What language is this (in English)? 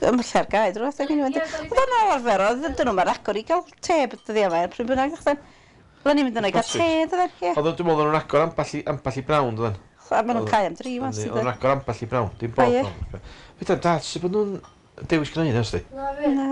Welsh